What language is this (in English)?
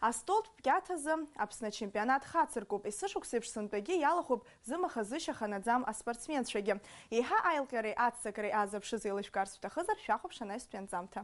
Abkhazian